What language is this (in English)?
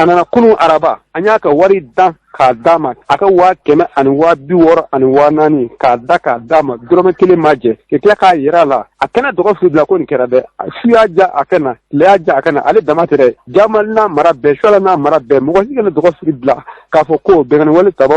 Bambara